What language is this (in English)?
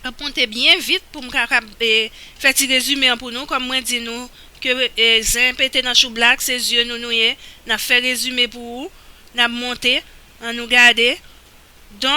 Haitian Creole